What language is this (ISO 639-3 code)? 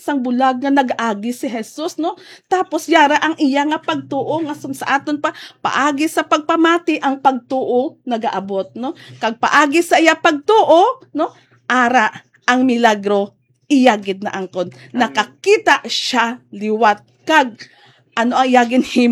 hil